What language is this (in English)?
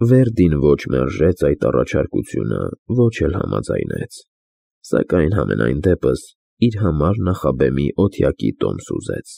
Armenian